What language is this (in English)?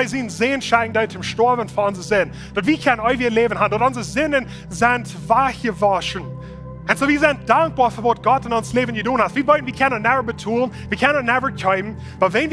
Plautdietsch